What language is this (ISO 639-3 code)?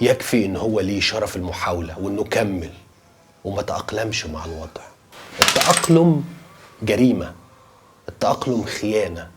arz